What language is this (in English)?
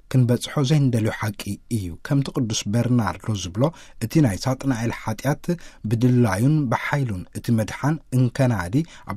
Tigrinya